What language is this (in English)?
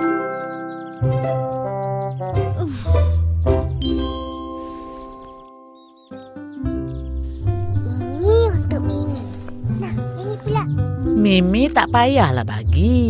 Malay